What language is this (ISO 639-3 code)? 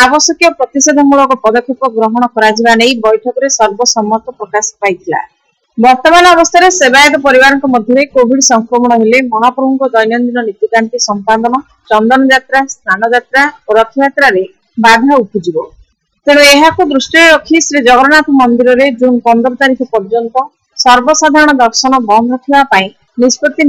ori